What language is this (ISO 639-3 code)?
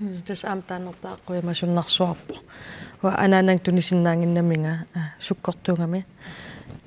kal